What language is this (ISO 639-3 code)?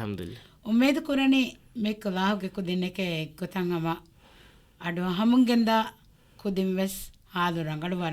div